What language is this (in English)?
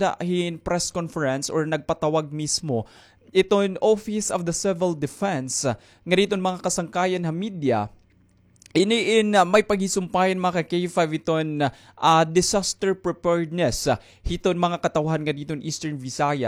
Waray